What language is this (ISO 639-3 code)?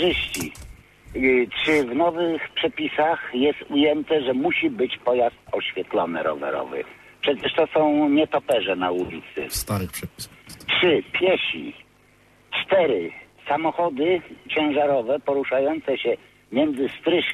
pol